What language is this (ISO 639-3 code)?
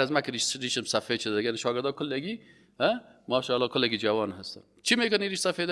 fas